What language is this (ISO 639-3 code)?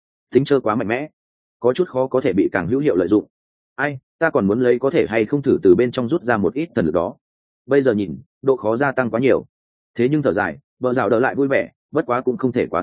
vie